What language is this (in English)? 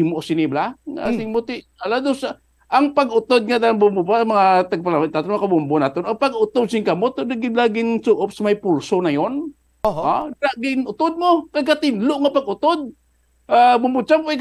Hiligaynon